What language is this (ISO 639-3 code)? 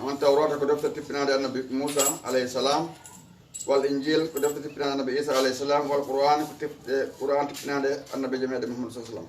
ful